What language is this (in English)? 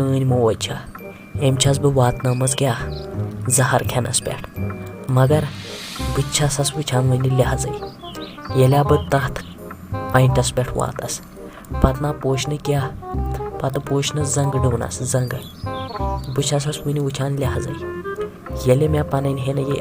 Kashmiri